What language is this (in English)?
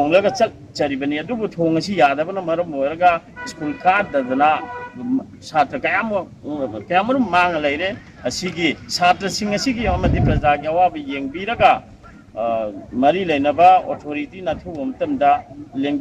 Manipuri